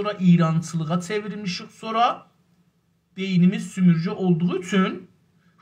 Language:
South Azerbaijani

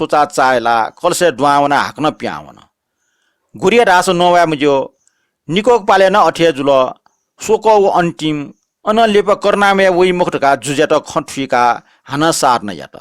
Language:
Newari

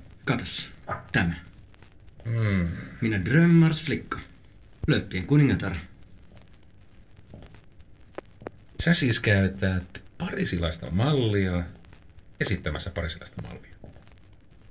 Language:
Finnish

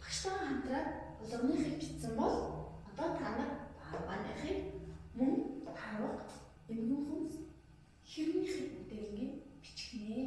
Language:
Mongolian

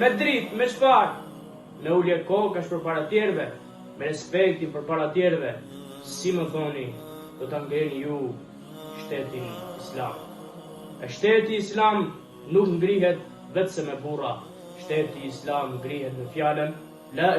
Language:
Albanian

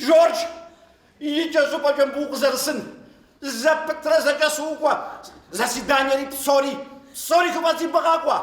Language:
Kabardian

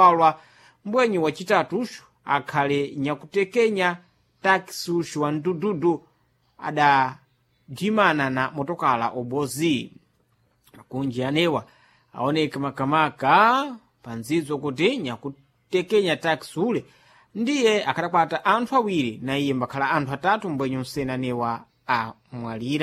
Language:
Sena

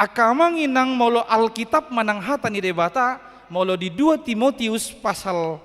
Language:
Batak Toba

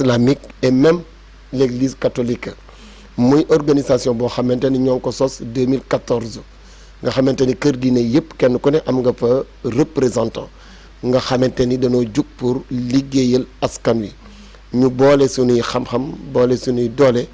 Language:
Wolof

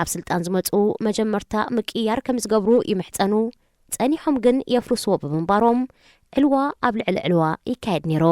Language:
Tigrinya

